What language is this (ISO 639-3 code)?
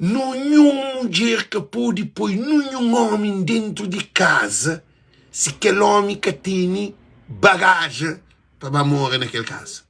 kea